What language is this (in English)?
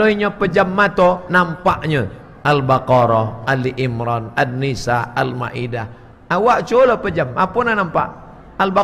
Minangkabau